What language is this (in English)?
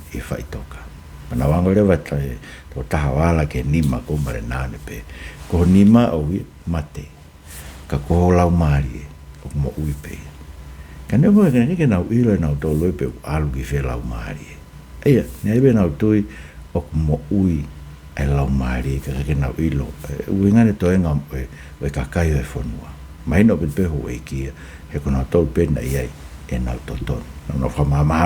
Tongan